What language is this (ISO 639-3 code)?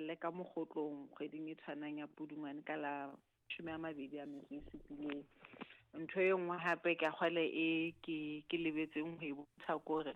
sot